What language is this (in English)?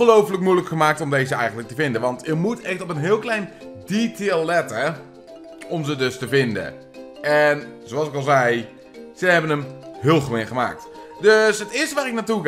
Dutch